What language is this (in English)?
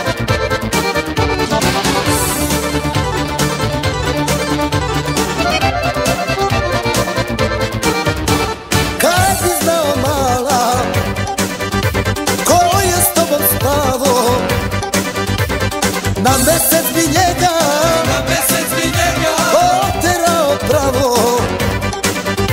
Serbian